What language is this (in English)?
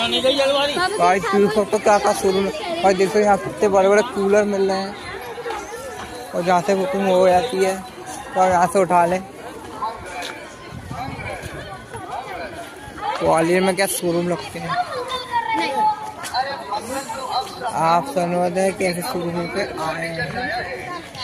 Hindi